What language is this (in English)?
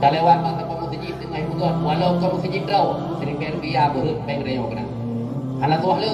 Achinese